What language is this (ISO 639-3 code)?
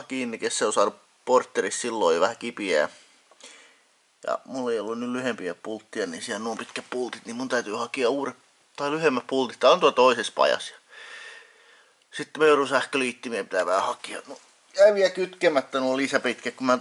fin